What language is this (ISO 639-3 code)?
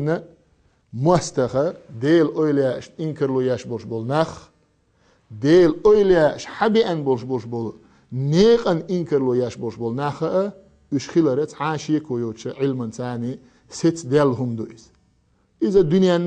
che